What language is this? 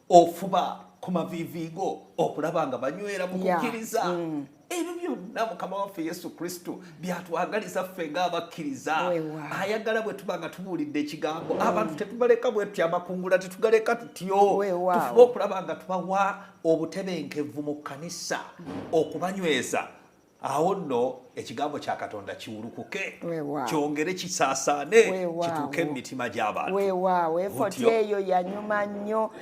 Ganda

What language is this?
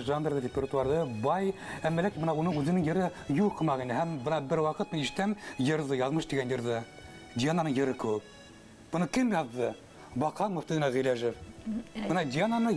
Bashkir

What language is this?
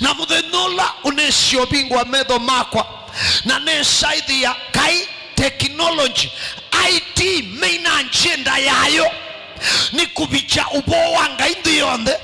Kamba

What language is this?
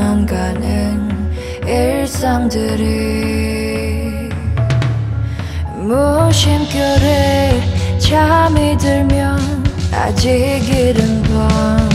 Korean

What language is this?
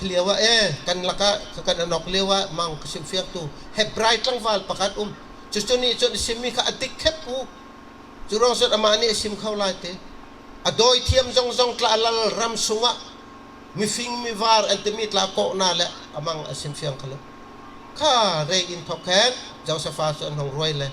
Bawm Chin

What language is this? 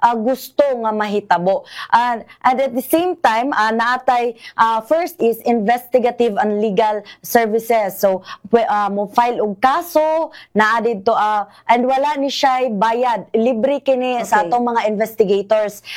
Cebuano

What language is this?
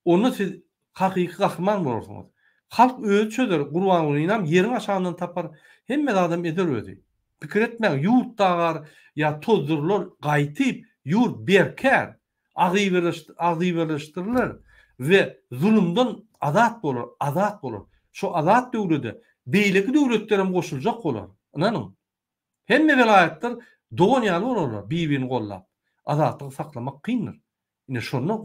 Turkmen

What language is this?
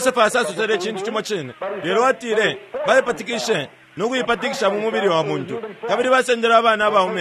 Bemba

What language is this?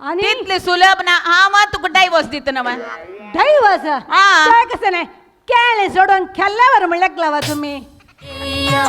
Konkani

